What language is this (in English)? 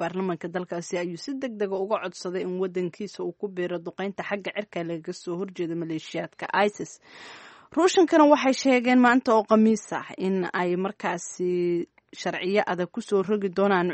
Somali